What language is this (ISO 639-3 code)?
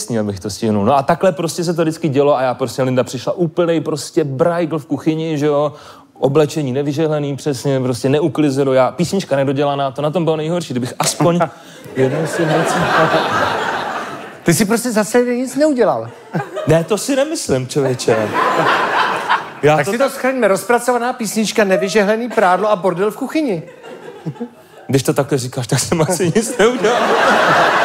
ces